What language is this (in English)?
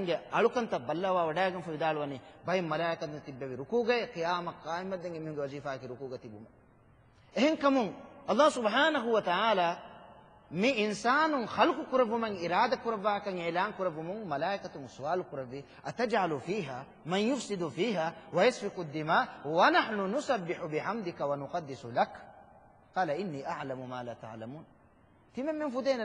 Divehi